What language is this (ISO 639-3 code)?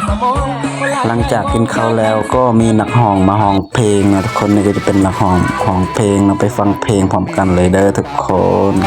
lao